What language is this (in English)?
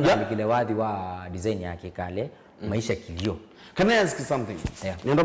Kamba